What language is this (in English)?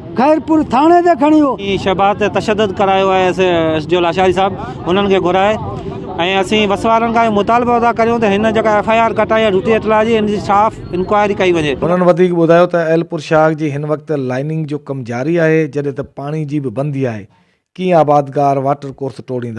Sindhi